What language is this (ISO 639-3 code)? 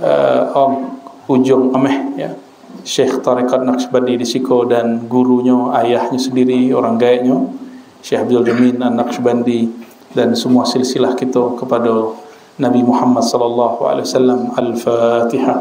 min